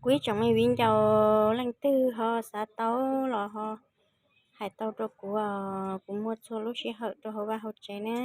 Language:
Hmong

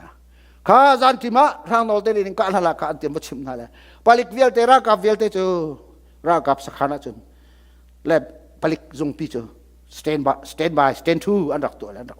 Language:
Hakha Chin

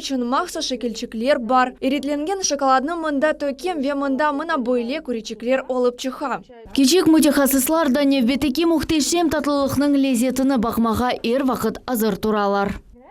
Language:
Crimean Tatar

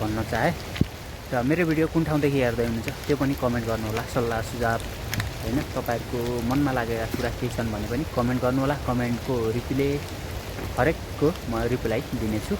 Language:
Nepali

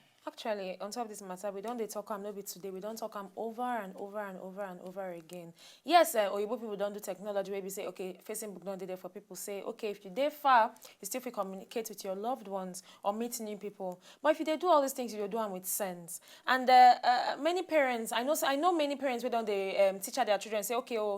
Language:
Nigerian Pidgin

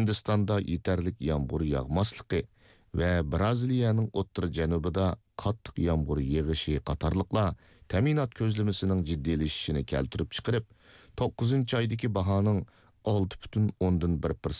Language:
Uyghur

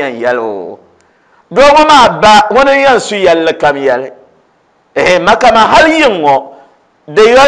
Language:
Dagbani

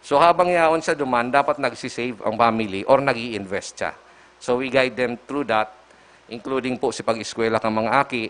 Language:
Bikol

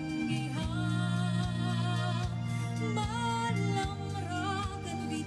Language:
Waray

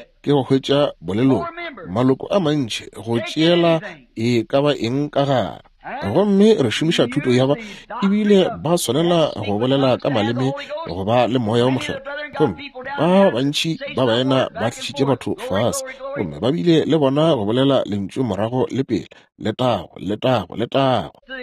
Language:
Northern Sotho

